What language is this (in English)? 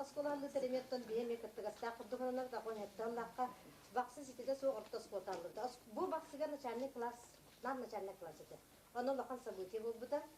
Yakut